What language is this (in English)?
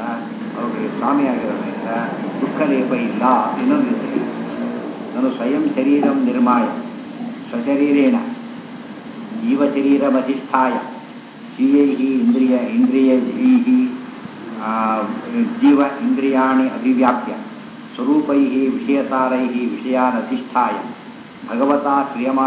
Kannada